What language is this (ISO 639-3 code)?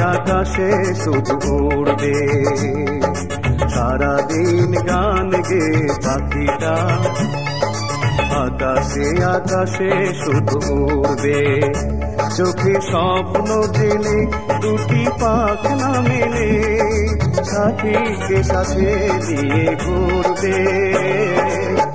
ben